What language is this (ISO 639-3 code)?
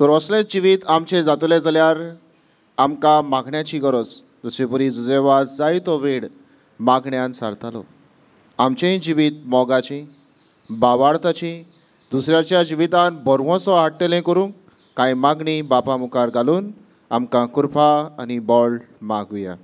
kok